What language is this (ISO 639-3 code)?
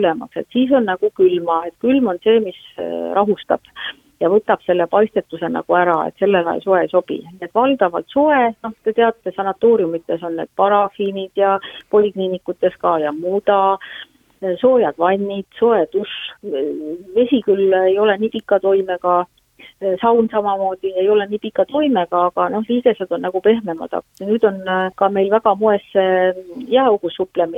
est